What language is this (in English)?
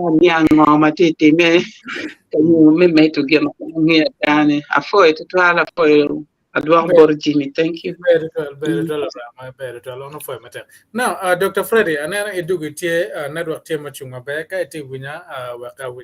Acoli